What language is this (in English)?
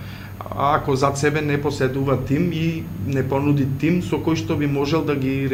Macedonian